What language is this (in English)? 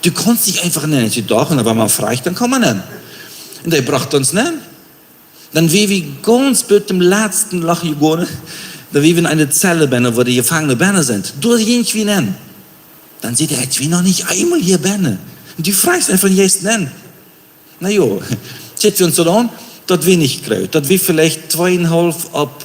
Plautdietsch